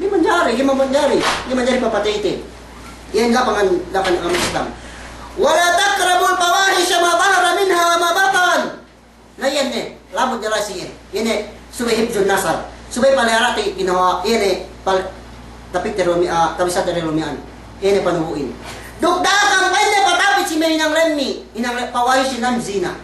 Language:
Yakan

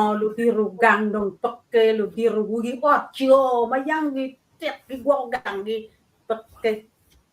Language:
Acoli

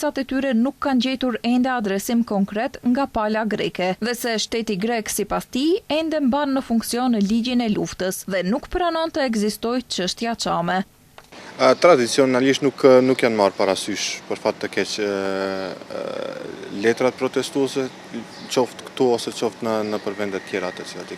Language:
Albanian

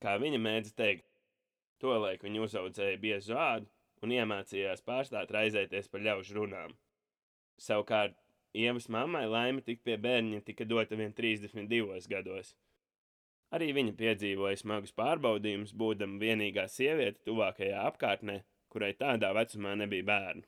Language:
Latvian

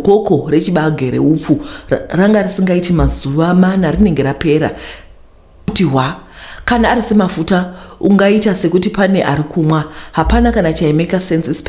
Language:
Shona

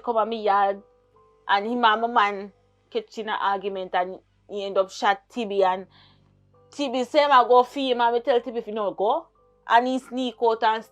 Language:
Jamaican Creole English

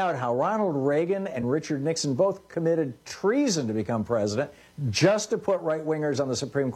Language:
English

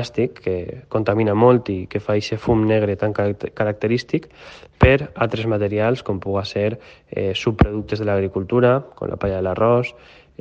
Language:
Catalan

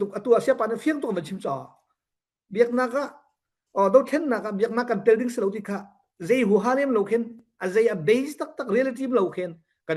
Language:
Hakha Chin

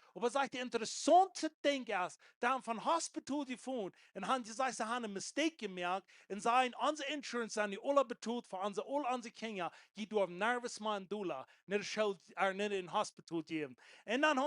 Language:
Plautdietsch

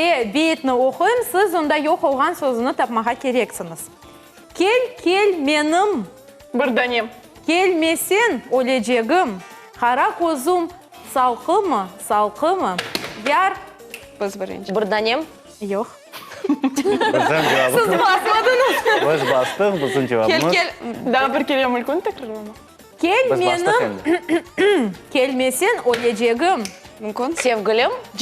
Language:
Crimean Tatar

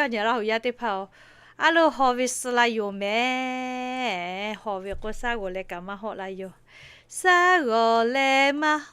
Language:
Lahu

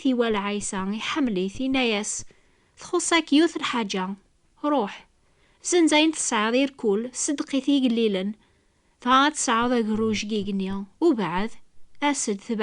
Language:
Kabyle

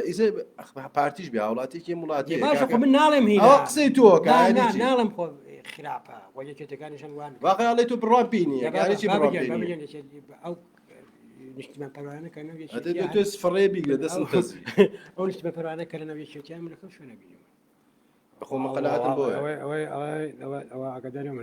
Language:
Central Kurdish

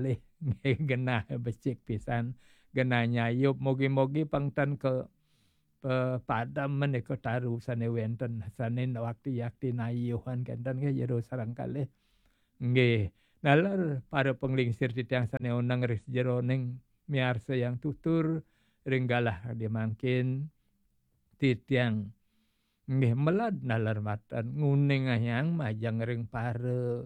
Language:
Balinese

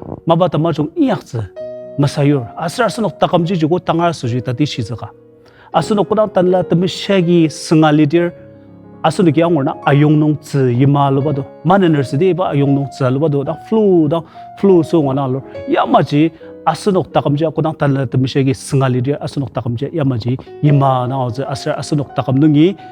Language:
Ao Naga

